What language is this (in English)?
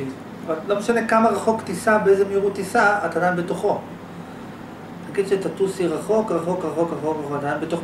Hebrew